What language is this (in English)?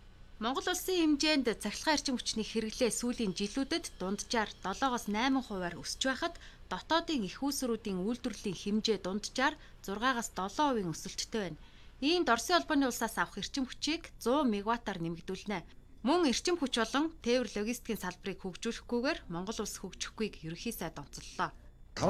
Mongolian